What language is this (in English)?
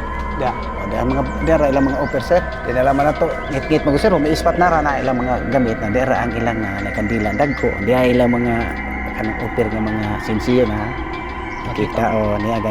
Cebuano